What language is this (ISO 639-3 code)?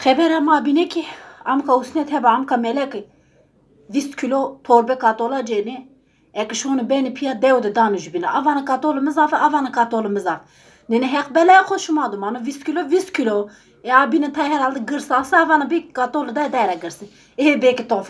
zza